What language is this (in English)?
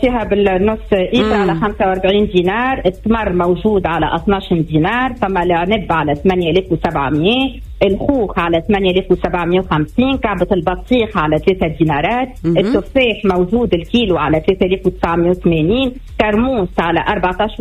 Tunisian Arabic